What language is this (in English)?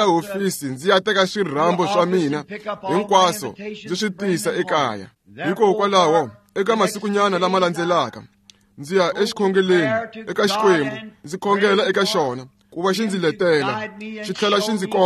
Tsonga